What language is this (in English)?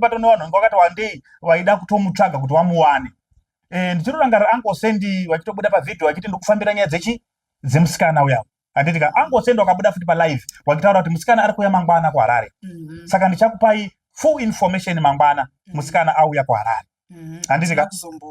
Shona